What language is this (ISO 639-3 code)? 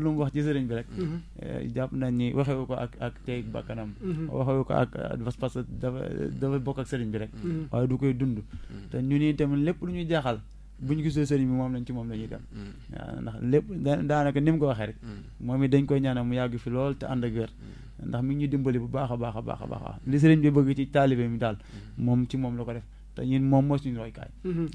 wol